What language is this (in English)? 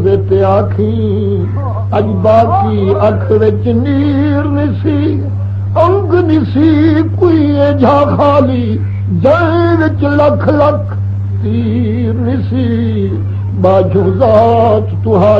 Saraiki